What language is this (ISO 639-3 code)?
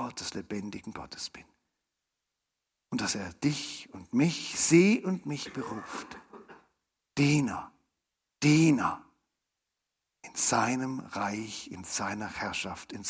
deu